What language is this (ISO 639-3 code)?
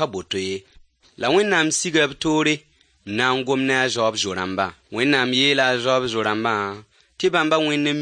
mos